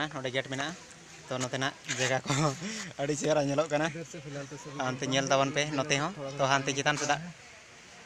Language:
Santali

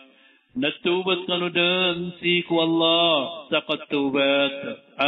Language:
Maranao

